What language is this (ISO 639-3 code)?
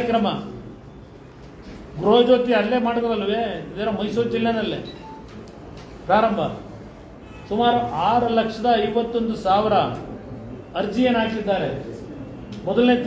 kan